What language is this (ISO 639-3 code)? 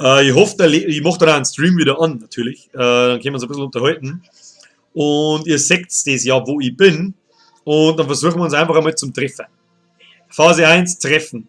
bar